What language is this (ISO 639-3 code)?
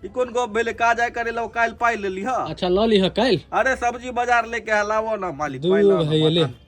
mai